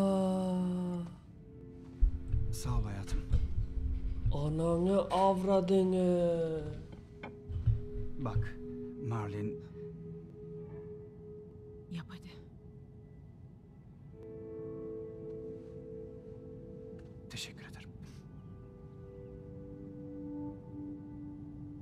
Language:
Turkish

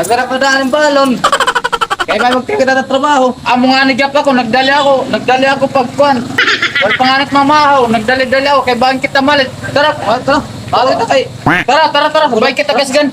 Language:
Waray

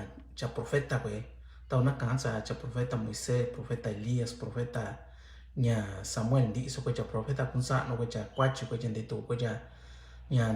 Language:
Mixtepec Mixtec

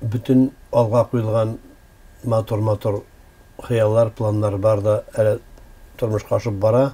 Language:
Tatar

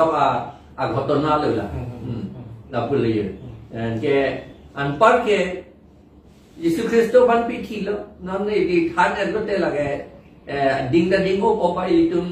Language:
Karbi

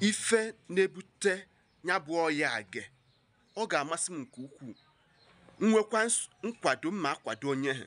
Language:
Igbo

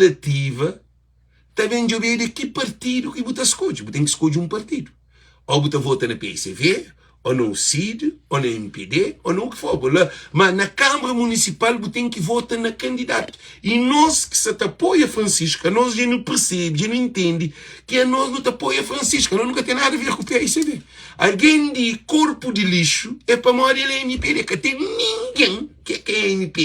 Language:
Kabuverdianu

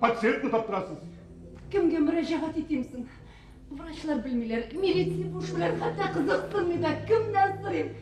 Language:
Tatar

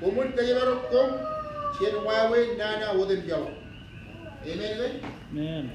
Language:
Marshallese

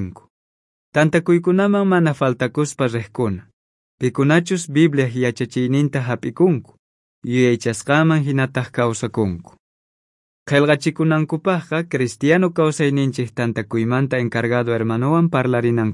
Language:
South Bolivian Quechua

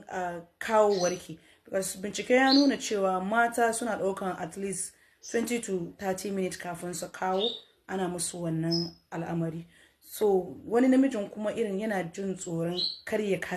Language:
Hausa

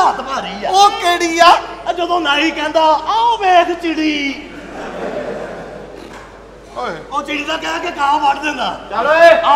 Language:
Punjabi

